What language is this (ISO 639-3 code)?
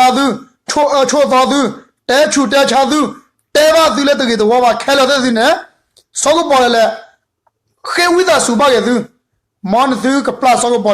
ksw